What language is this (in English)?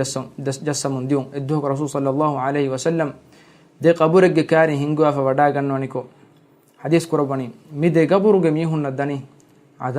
Divehi